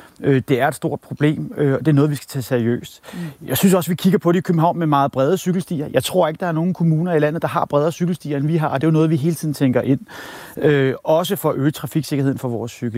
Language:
Danish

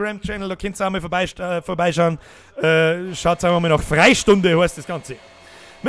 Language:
Bavarian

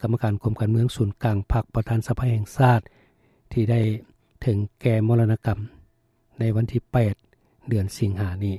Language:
Lao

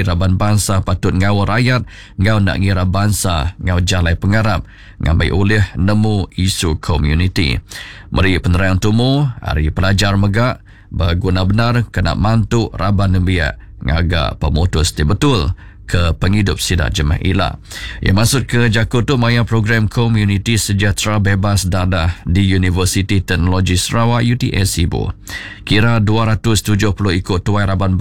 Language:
Iban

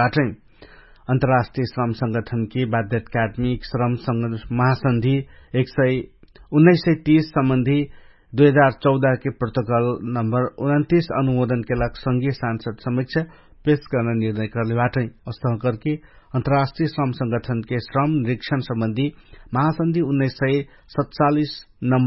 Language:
Dangaura Tharu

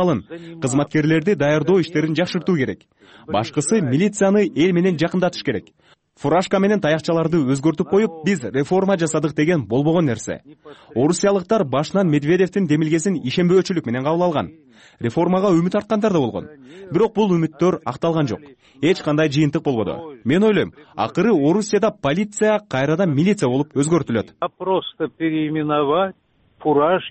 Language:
Kyrgyz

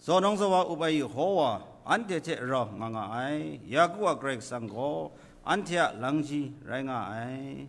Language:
Kachin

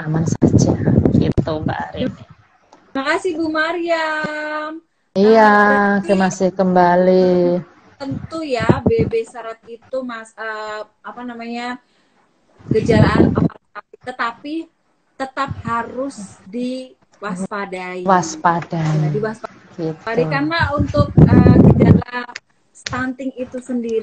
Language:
Indonesian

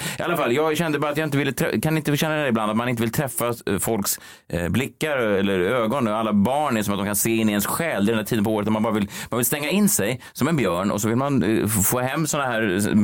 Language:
Swedish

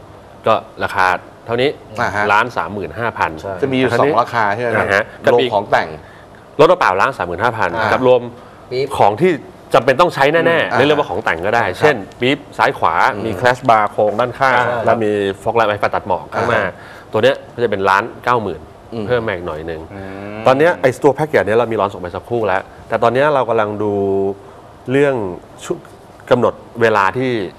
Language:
Thai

